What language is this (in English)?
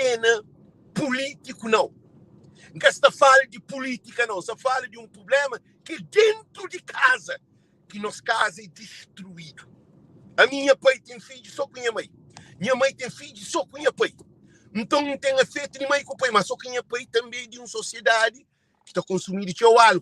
Kabuverdianu